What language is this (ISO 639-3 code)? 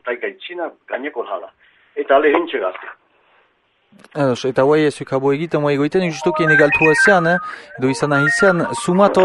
eus